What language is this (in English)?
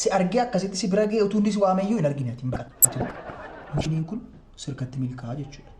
Oromo